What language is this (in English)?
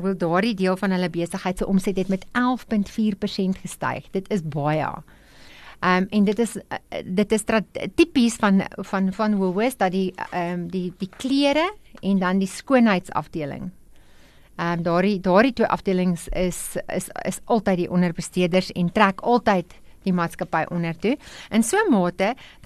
Afrikaans